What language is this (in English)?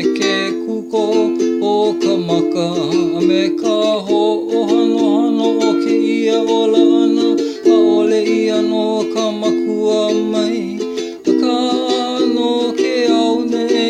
Hawaiian